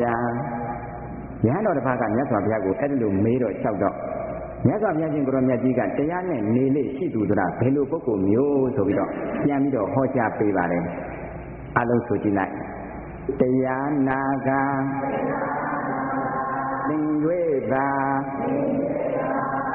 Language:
Burmese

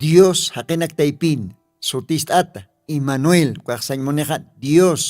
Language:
Aymara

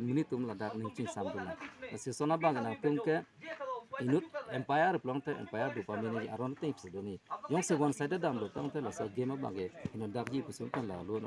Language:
Karbi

